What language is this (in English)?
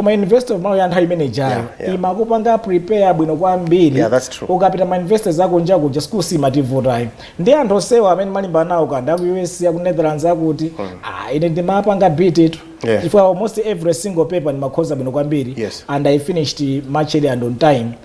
Nyanja